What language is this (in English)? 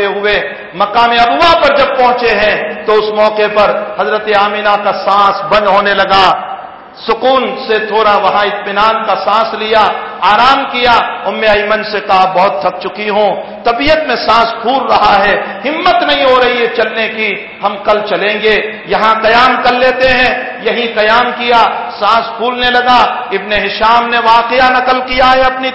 Urdu